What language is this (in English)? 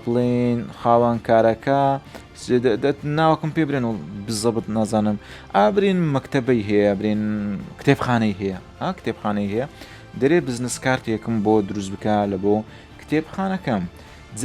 Central Kurdish